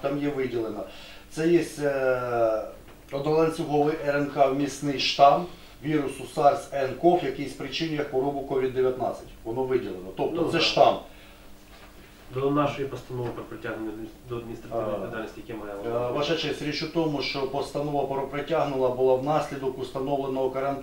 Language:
Ukrainian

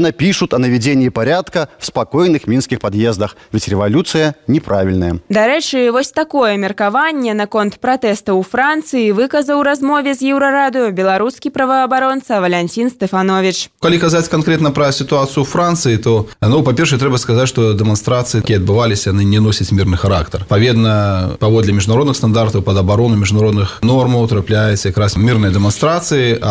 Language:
Belarusian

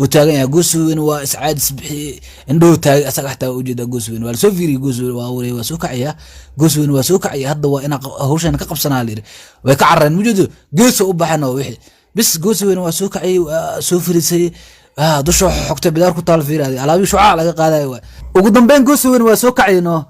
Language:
Somali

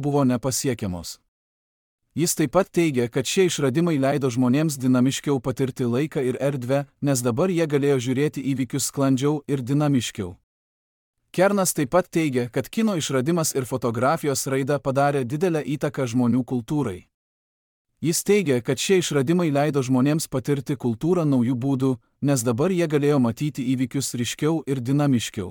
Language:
Lithuanian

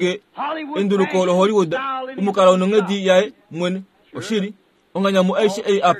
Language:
Kuanyama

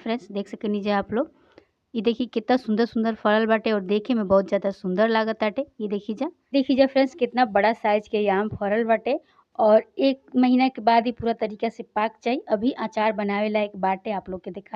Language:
Bhojpuri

